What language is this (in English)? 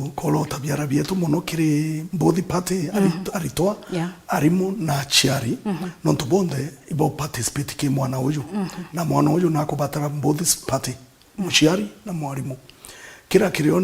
Meru